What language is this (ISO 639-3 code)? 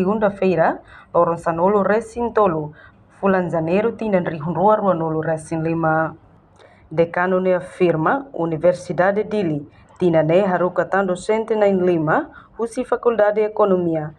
tet